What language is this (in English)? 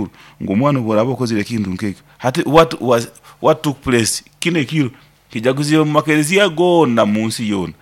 Nyoro